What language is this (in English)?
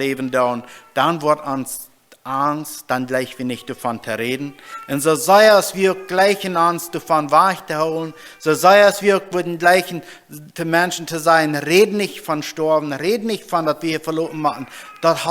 Plautdietsch